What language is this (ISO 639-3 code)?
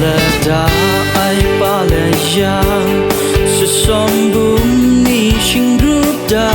kac